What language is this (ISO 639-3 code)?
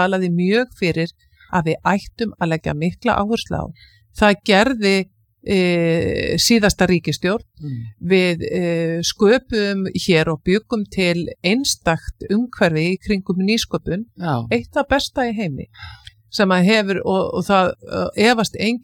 isl